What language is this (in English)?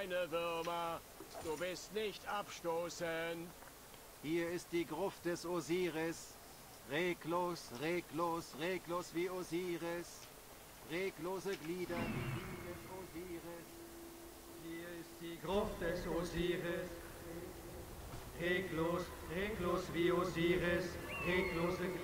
German